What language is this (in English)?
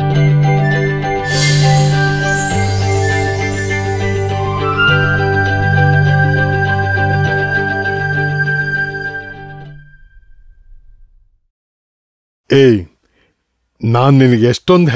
Kannada